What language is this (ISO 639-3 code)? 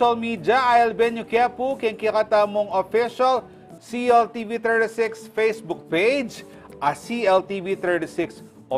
pam